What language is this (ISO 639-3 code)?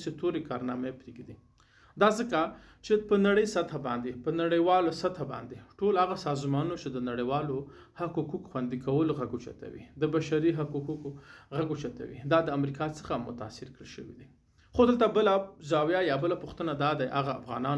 pus